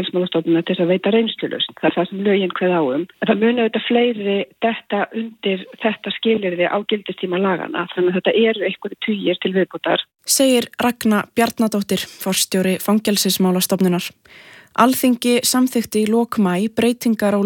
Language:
Icelandic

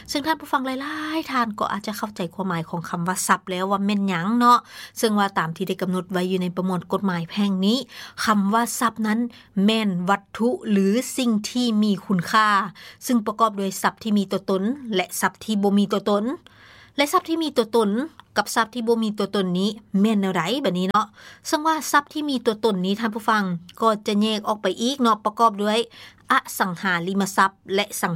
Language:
Lao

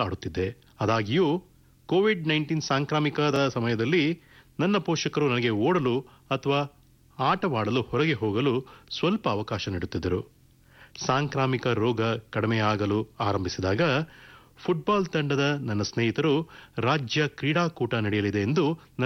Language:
Kannada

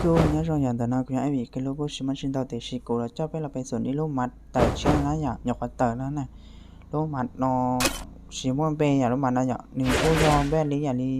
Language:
Hmong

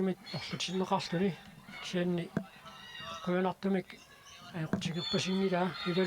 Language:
Kalaallisut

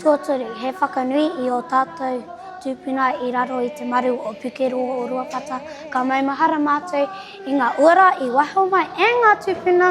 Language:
Māori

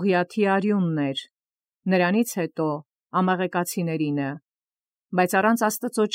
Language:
Armenian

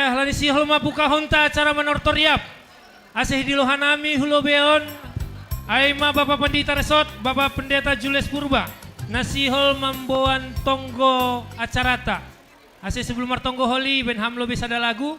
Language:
Batak Simalungun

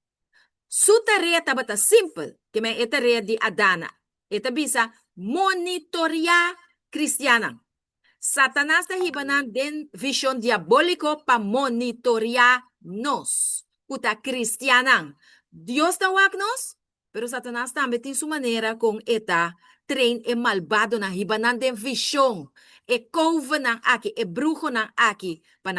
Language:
Papiamento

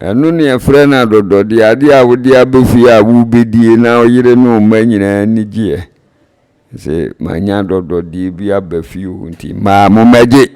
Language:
Akan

